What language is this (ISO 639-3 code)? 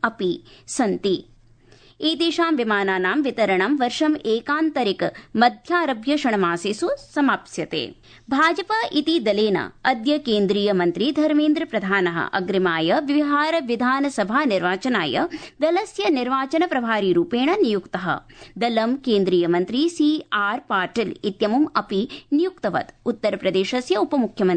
san